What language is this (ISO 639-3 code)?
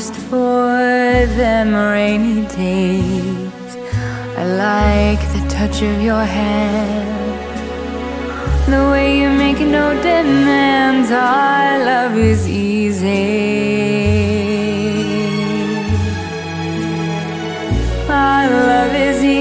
eng